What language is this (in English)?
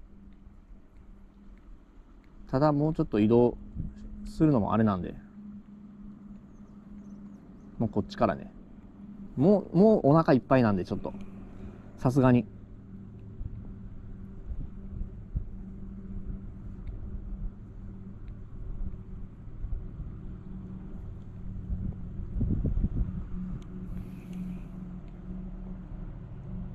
Japanese